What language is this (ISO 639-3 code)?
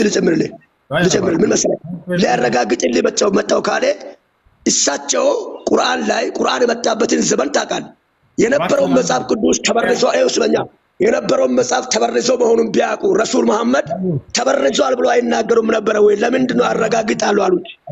amh